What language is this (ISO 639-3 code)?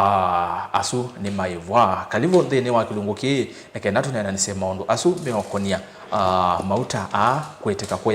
kam